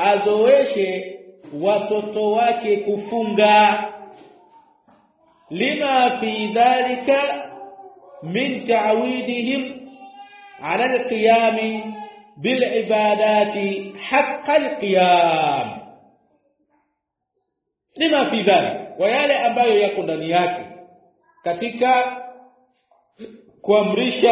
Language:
Swahili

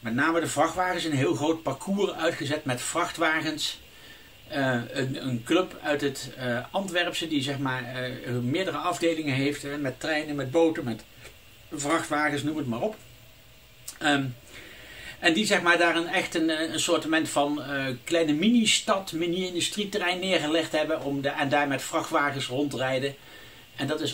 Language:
Dutch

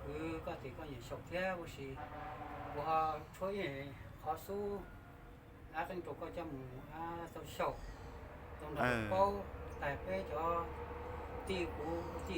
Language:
Hmong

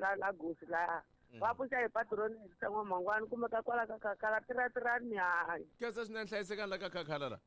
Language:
Tsonga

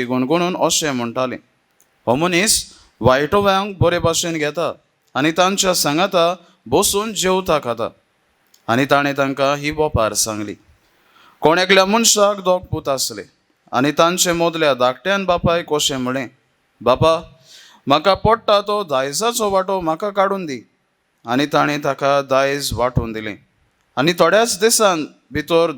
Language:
Konkani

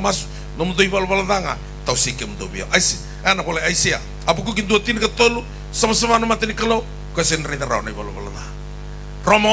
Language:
Fijian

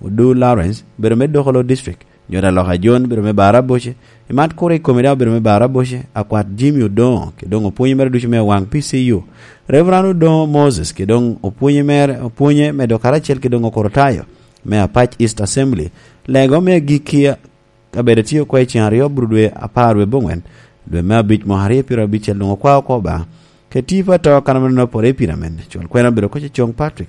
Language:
Lango (Uganda)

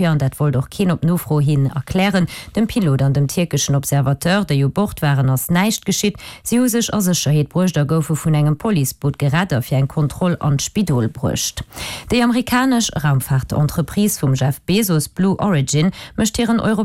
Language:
Luxembourgish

